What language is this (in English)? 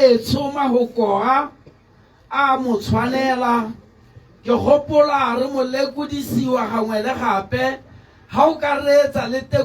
Tswana